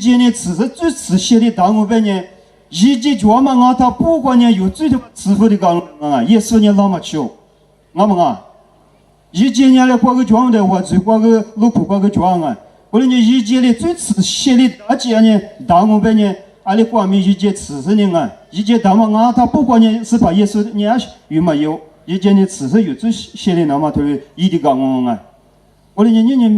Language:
Lisu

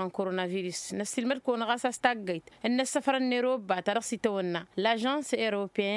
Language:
Tamasheq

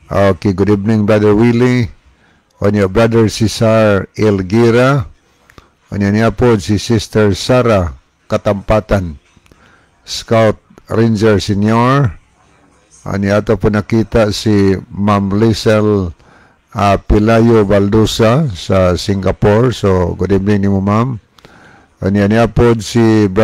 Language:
Cebuano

